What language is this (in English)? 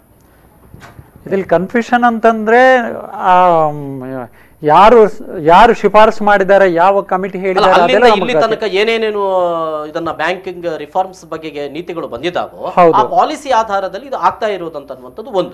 Kannada